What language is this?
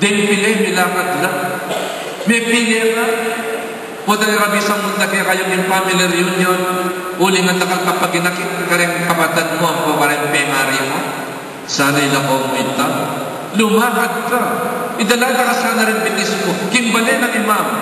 Pampanga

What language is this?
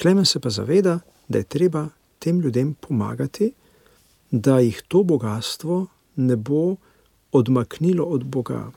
Slovenian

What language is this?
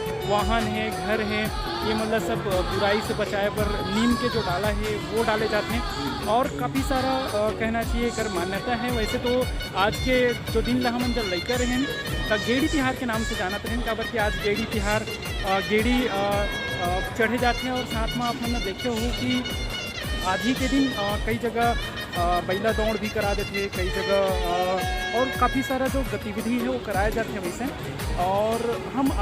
Chhattisgarhi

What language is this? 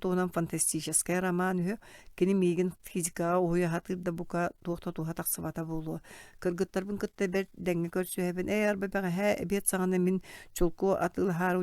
Yakut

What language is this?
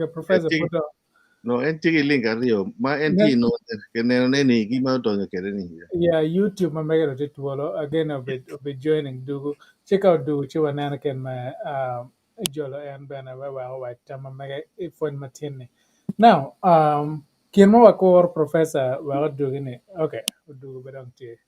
Acoli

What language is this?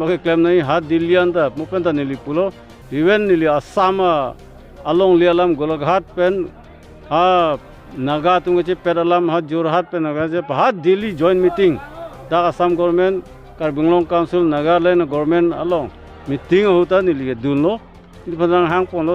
Karbi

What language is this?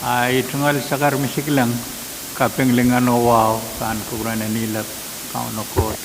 Pohnpeian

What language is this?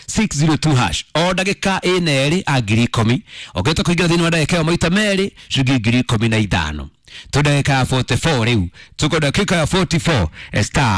Kikuyu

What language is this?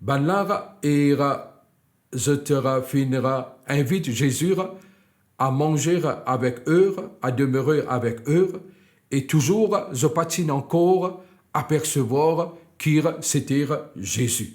Morisyen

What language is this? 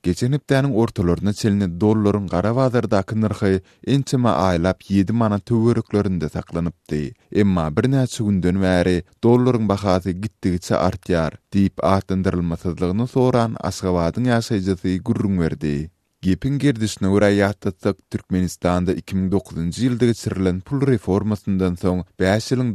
Turkmen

